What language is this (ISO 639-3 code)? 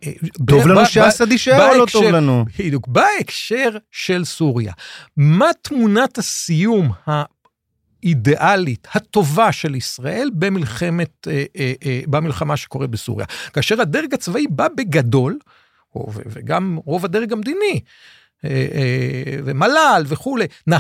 heb